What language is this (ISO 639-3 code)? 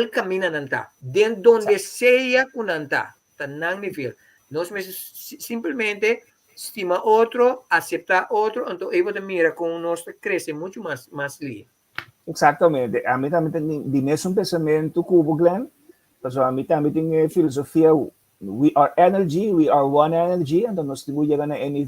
pap